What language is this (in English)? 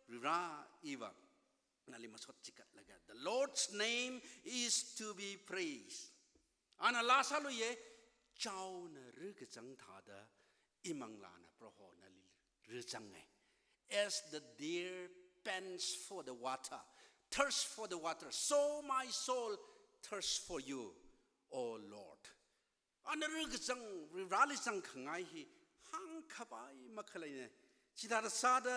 Tangkhul Naga (India)